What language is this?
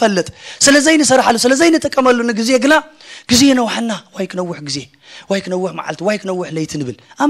Tigrinya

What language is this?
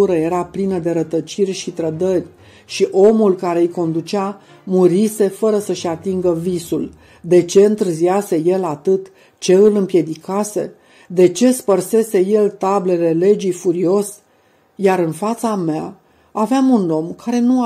Romanian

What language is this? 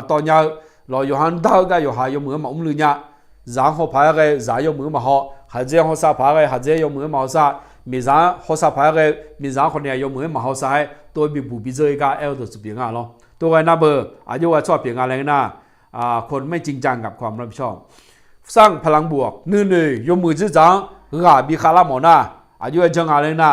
Akha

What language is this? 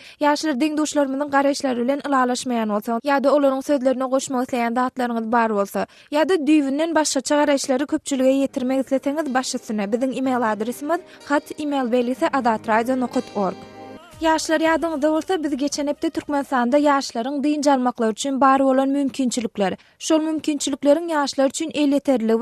Turkmen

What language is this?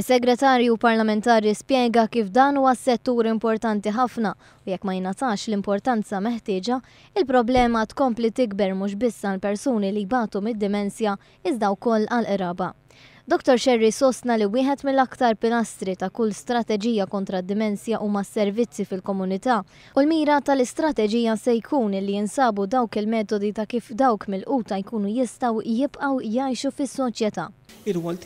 Maltese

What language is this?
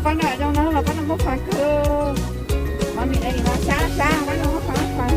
Hmong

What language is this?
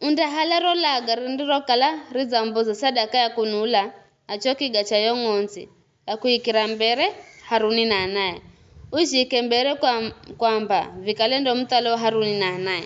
Giryama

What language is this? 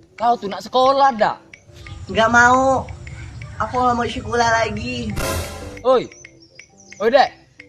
Musi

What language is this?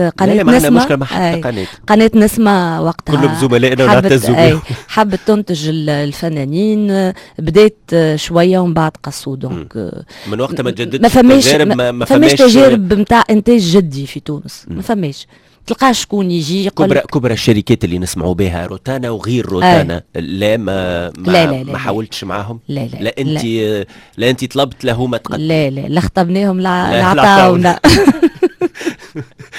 Tunisian Arabic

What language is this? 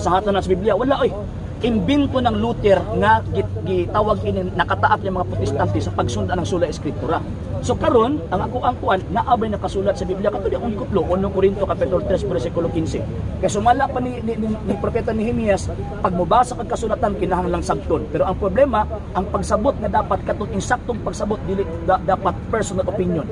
Cebuano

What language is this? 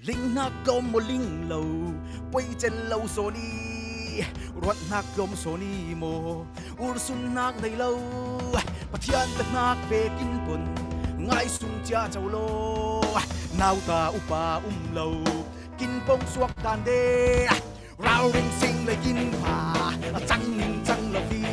Falam Chin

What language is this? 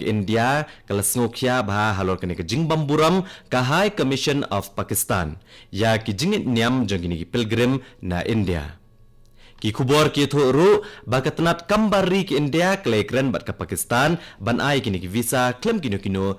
Khasi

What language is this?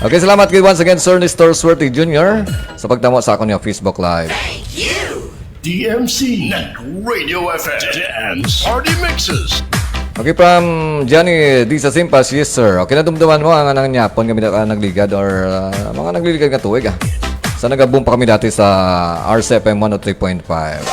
Hiligaynon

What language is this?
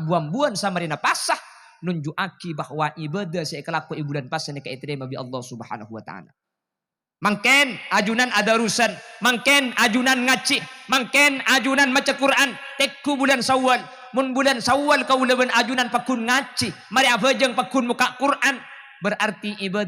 Madurese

